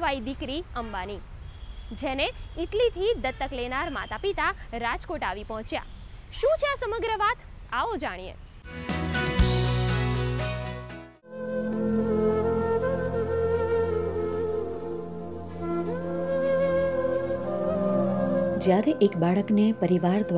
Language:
Gujarati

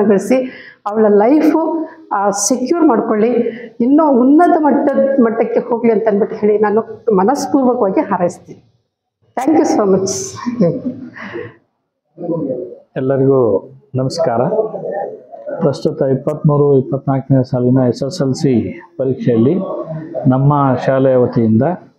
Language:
Kannada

